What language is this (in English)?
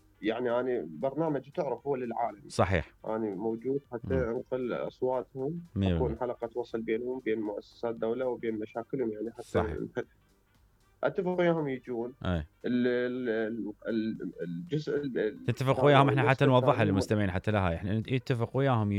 Mesopotamian Arabic